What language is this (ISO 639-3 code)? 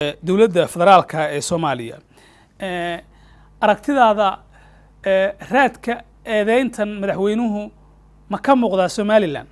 som